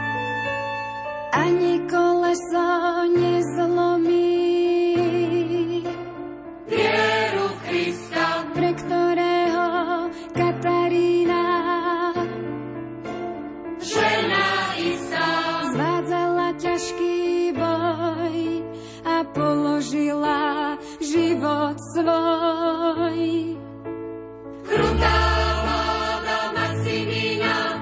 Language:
Slovak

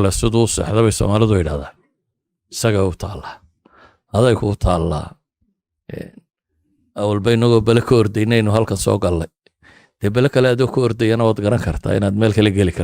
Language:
Somali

